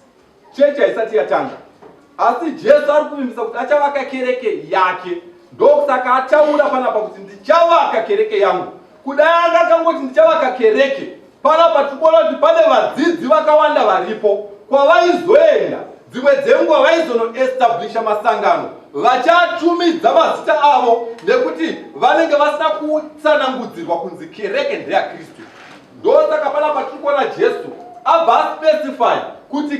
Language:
Shona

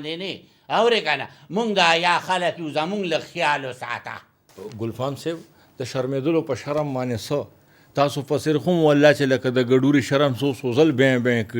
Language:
Pashto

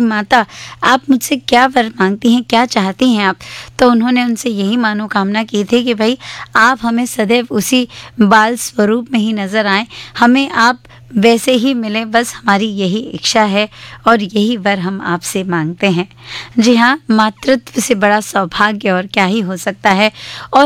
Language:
Hindi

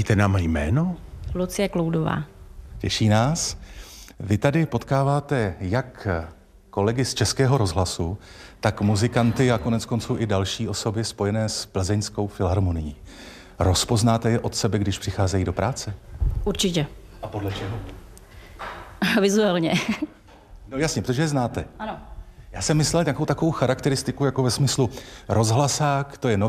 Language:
Czech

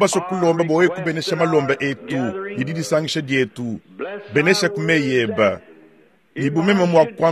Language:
Luba-Lulua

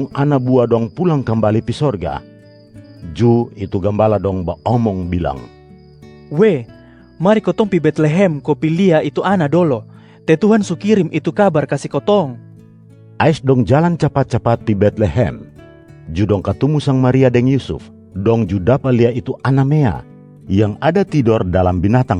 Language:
Kupang Malay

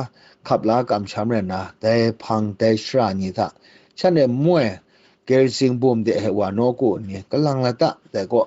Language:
Kachin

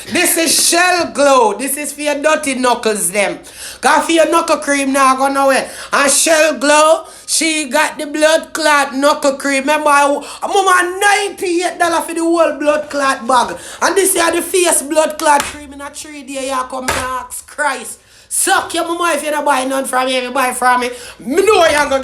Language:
Jamaican Creole English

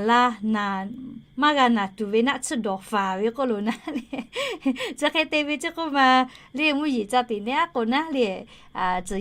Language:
Lahu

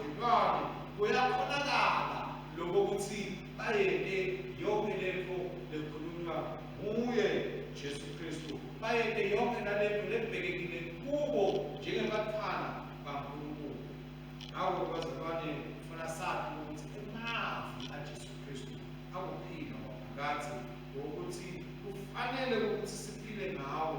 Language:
Swati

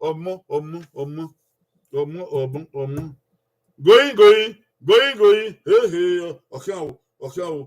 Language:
Bini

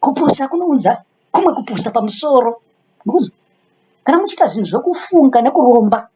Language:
Shona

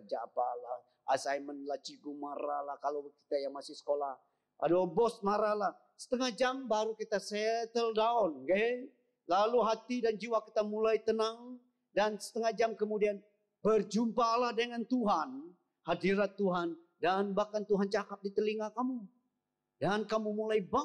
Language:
Malay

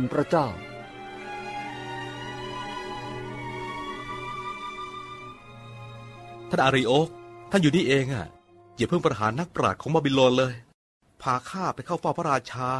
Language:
Thai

